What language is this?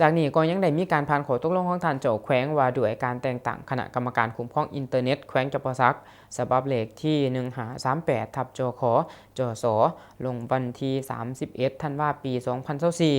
Lao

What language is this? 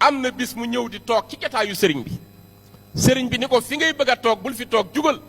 Wolof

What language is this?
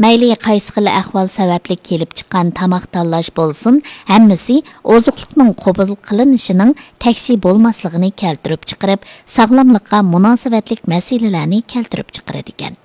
Uyghur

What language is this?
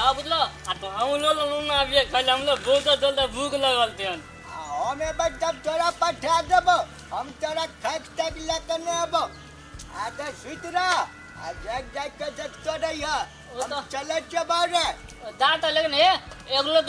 Maithili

